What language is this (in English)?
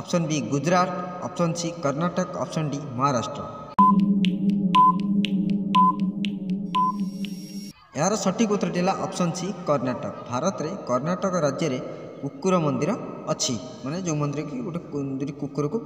Odia